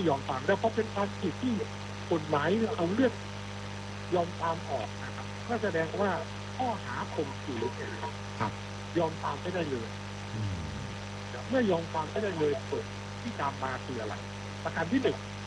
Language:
Thai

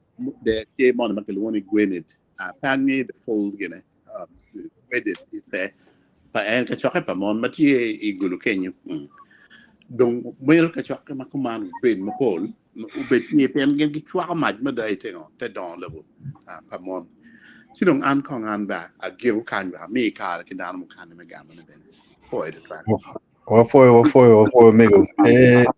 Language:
Acoli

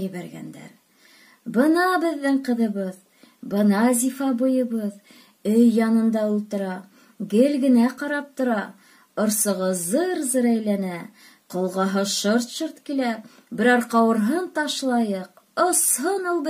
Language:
Bashkir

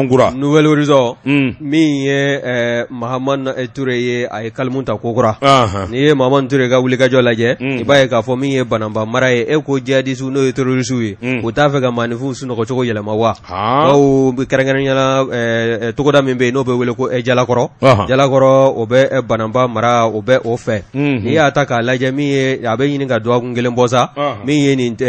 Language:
Bambara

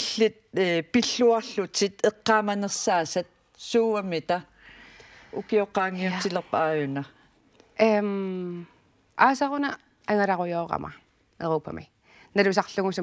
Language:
Kalaallisut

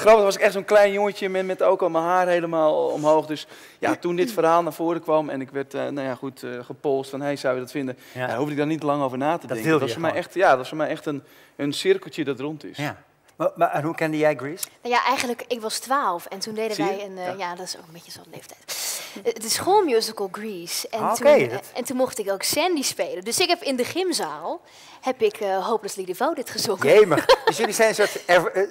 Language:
Dutch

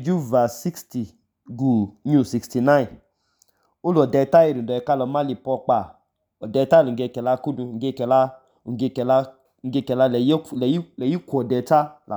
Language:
Idoma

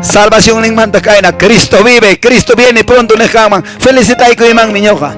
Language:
Quechua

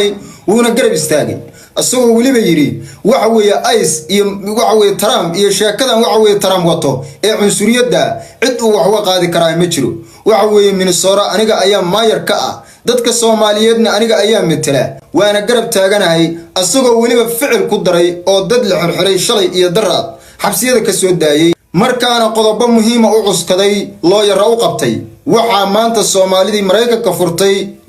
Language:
Somali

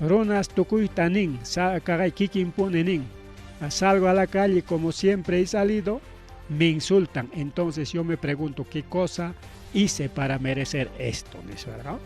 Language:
Ayacucho Quechua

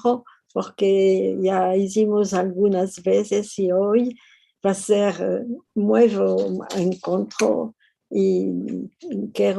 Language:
Ladino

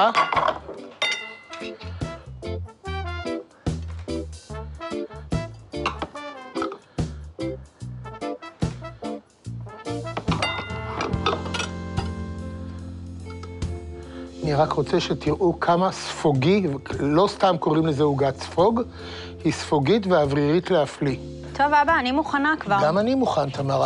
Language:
Hebrew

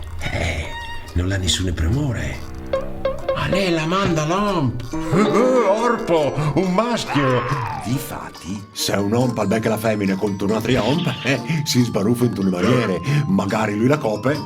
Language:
Friulian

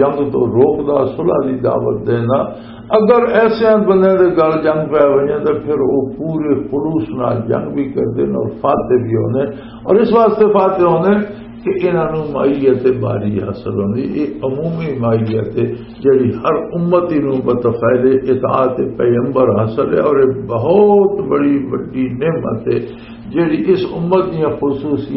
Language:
Western Panjabi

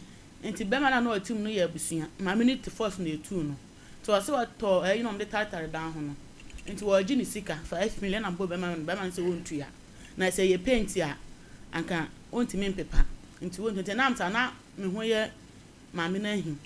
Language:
Akan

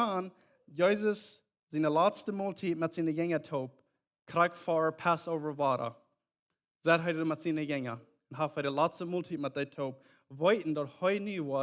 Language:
Plautdietsch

